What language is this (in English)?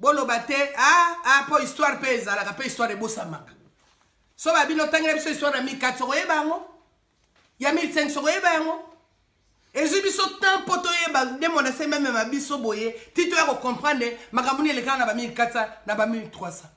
Lingala